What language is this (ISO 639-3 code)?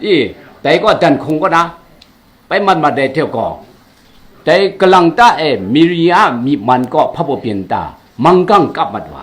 kac